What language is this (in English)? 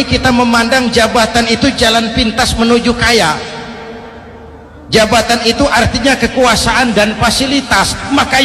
Indonesian